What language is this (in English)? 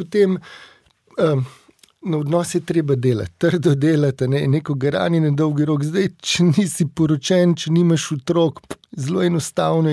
Slovenian